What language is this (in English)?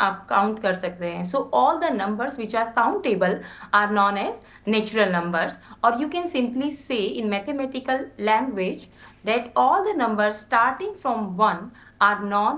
Hindi